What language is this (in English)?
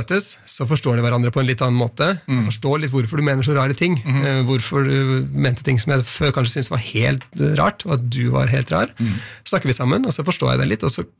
Norwegian